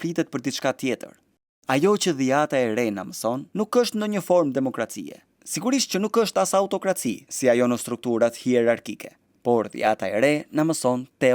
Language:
Albanian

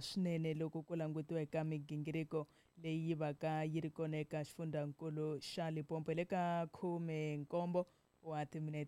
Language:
Tsonga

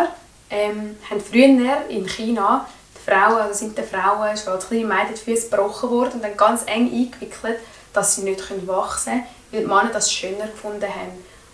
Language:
Swiss German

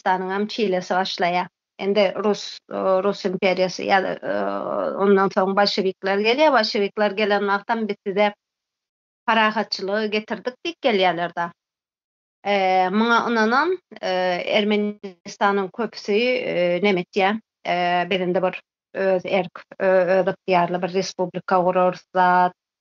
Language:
Turkmen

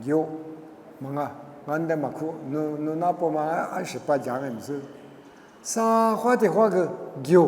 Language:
Lisu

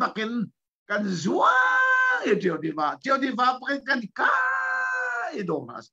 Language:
Hakha Chin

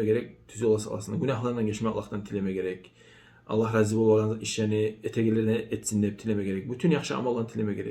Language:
Kumyk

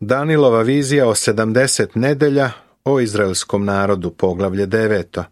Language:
Serbian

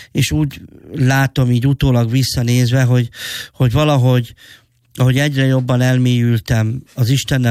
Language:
Hungarian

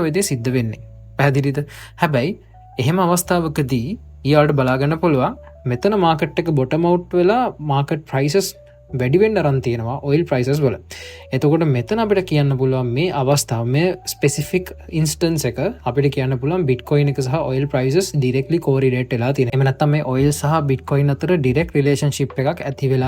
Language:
Sinhala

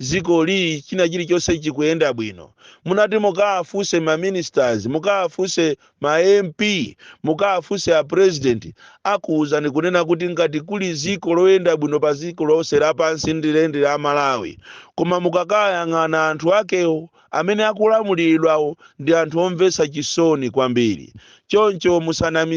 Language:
Nyanja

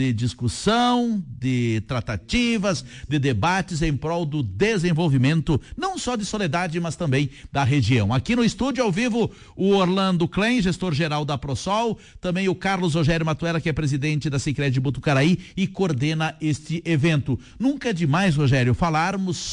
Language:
Portuguese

